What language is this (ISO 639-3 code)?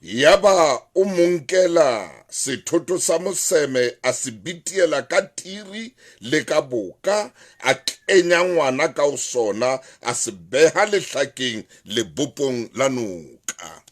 sot